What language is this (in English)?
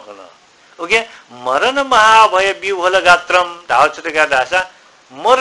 Newari